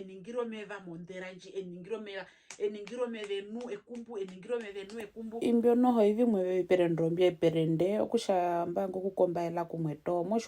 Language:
Herero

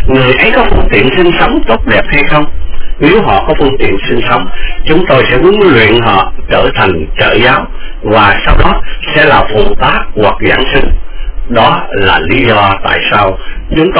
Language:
Vietnamese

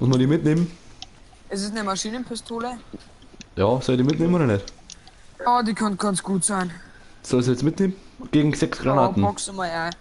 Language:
Bavarian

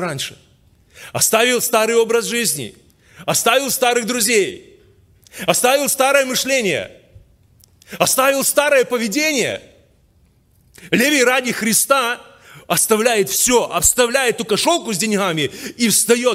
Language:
Russian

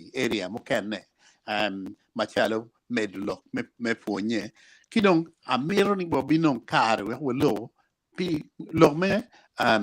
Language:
Acoli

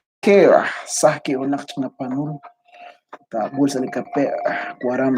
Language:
Kekchí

